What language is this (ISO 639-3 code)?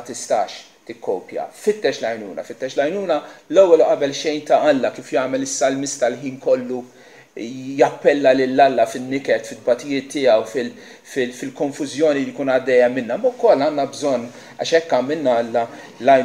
mlt